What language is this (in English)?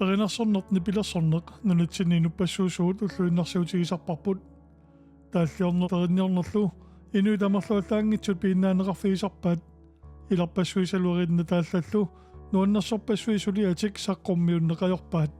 Kalaallisut